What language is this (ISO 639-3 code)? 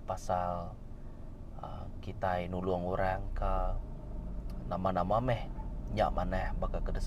iba